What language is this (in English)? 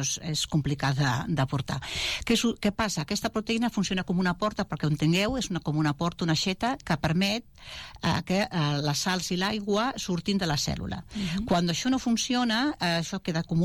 Catalan